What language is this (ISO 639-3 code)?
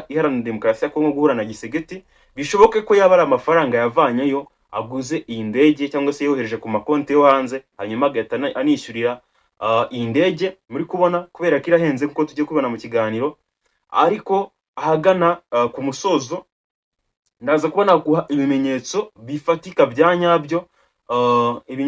kin